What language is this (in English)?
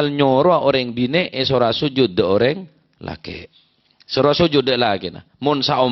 Madurese